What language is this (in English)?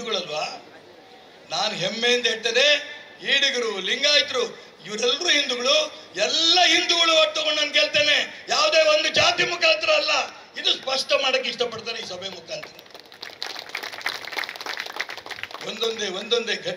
Kannada